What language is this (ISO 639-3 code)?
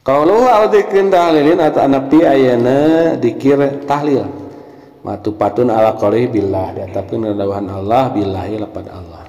sun